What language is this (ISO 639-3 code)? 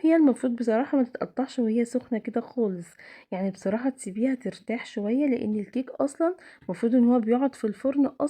arz